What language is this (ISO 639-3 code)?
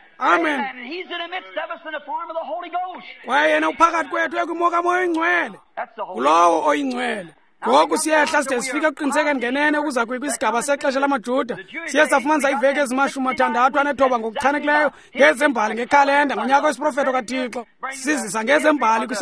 xho